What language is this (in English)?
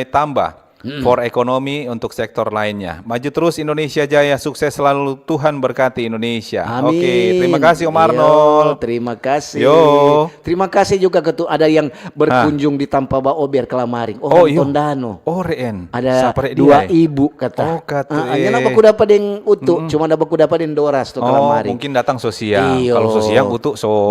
Manado Malay